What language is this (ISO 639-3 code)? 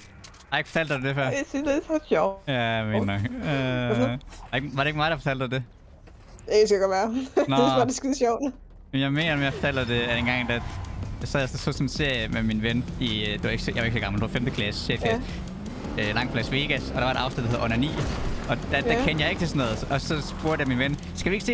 dan